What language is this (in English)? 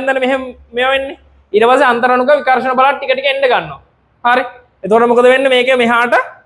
Sinhala